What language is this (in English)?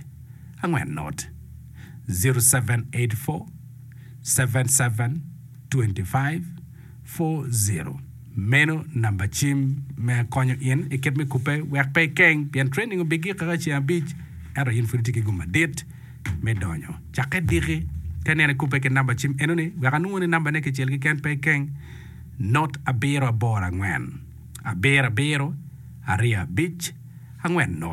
Acoli